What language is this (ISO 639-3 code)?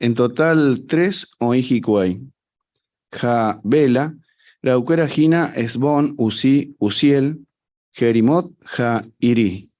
grn